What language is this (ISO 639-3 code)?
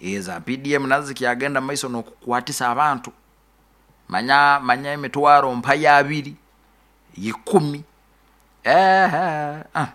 nyo